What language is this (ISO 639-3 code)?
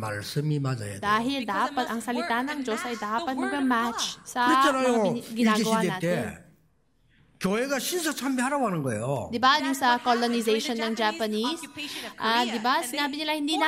fil